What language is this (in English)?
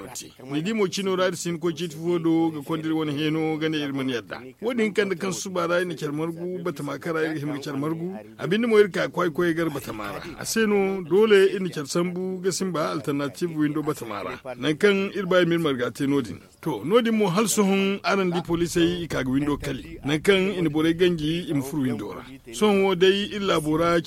Zarma